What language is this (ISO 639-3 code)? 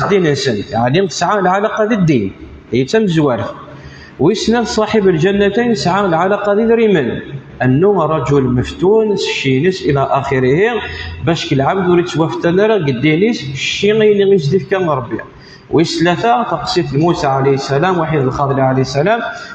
kab